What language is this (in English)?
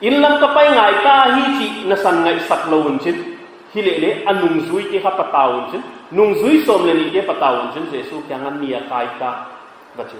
Paite Chin